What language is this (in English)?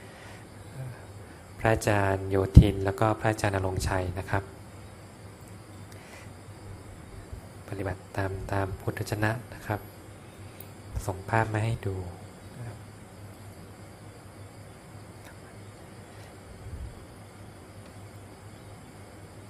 Thai